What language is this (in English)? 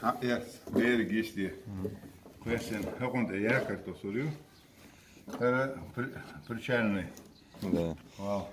Chechen